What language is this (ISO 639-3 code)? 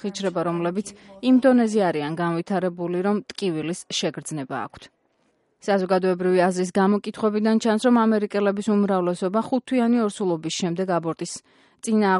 kat